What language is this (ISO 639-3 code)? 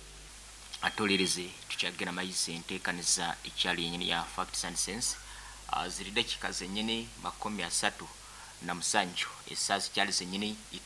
nyn